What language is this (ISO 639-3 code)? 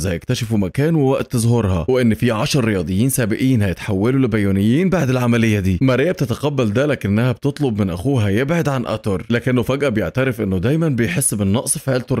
arz